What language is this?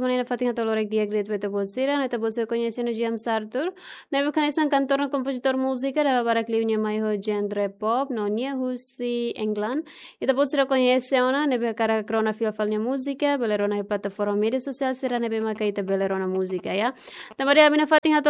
Tetum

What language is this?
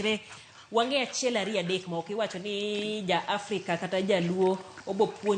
Luo (Kenya and Tanzania)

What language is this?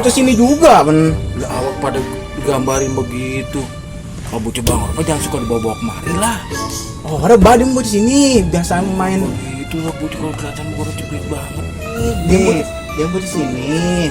Betawi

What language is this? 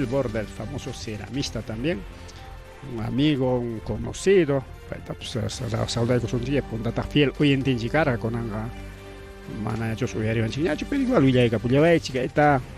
Ayacucho Quechua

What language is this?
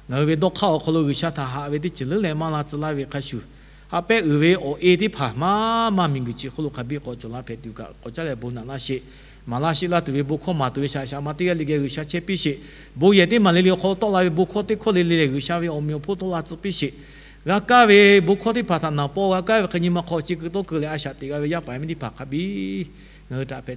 Lahu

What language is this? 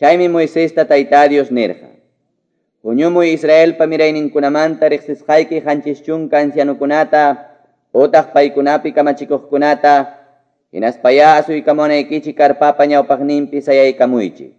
Quechua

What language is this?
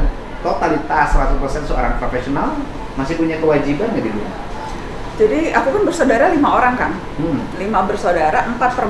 Indonesian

